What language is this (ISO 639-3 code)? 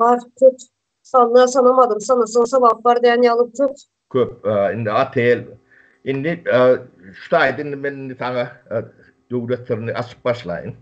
tuk